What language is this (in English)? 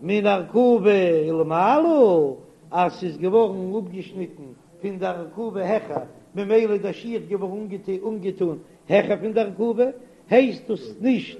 Yiddish